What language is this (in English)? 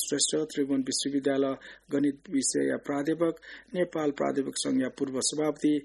Newari